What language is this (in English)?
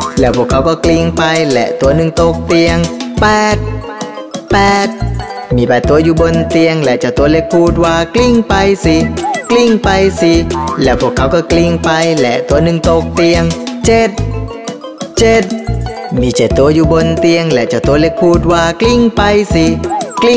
Thai